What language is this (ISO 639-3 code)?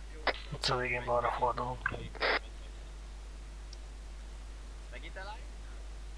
hun